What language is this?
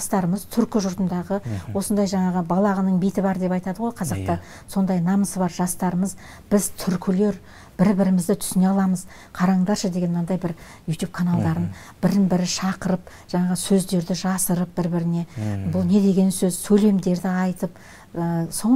Kazakh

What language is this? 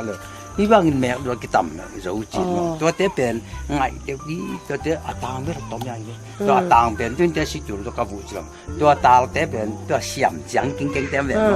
Tedim Chin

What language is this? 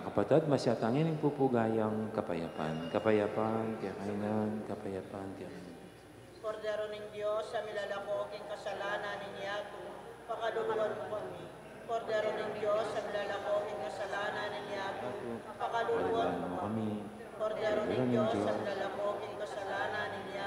Pampanga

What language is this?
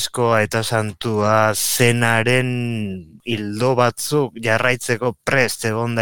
Basque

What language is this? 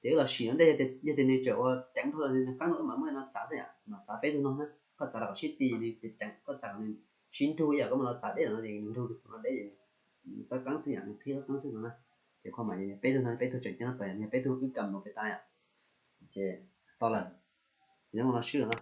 Hmong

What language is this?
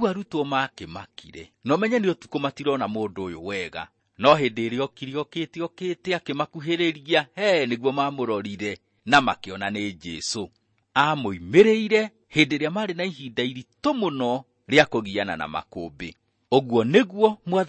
Kikuyu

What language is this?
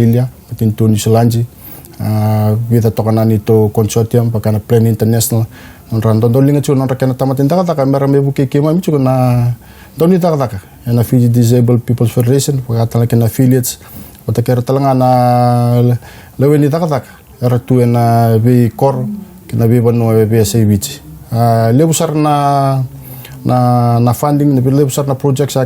Fijian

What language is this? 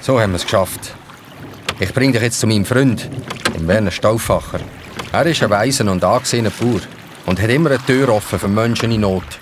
Swiss German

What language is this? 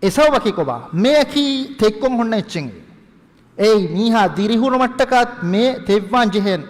Divehi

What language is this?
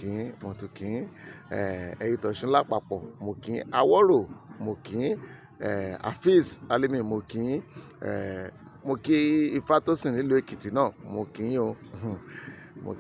Yoruba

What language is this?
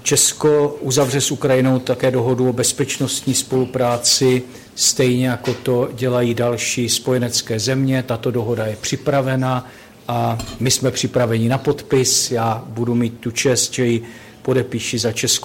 Czech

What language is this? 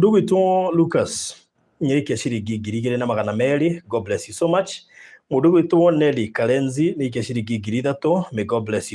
Kikuyu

